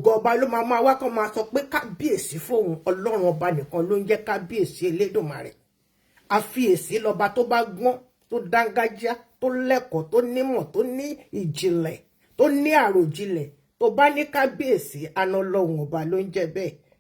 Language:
Yoruba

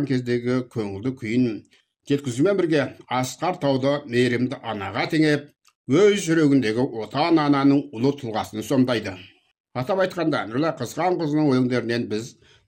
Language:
Kazakh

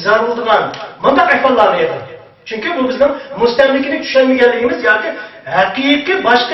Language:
Uyghur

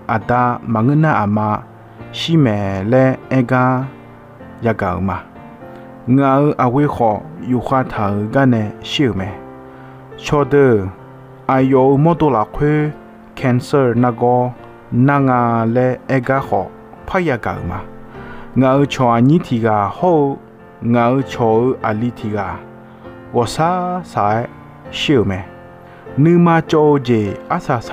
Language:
Akha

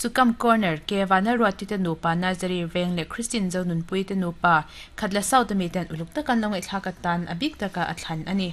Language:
Mizo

